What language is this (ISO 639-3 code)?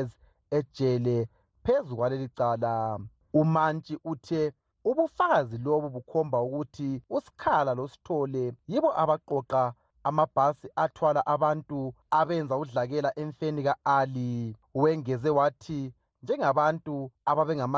nde